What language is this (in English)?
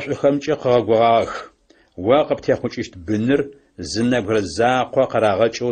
Adyghe